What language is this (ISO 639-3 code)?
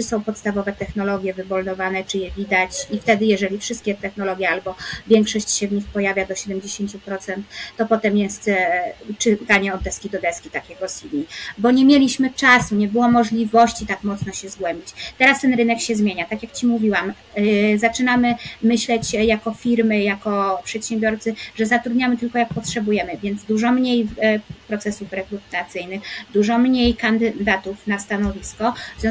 pol